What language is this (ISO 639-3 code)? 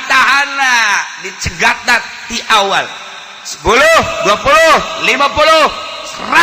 sun